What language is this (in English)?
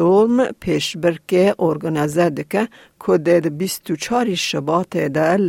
Kurdish